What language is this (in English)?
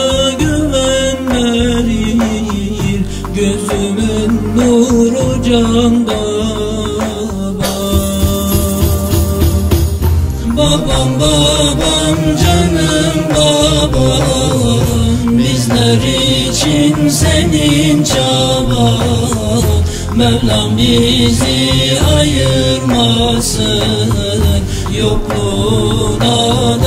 Turkish